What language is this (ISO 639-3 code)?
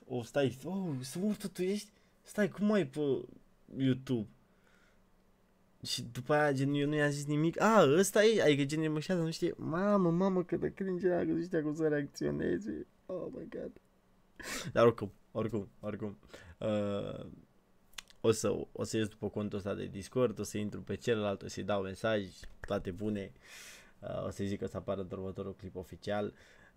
ron